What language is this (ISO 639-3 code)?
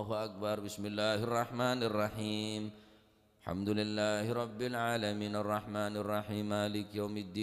mad